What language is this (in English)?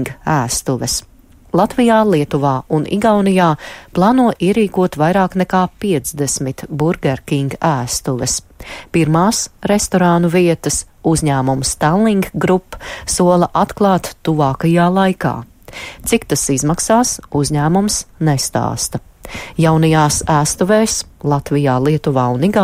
Latvian